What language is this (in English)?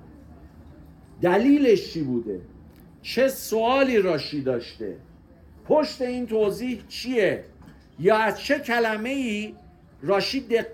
Persian